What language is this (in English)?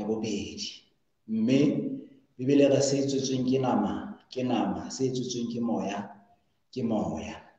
Southern Sotho